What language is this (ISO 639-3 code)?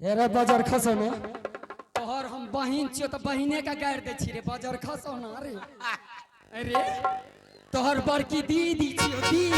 anp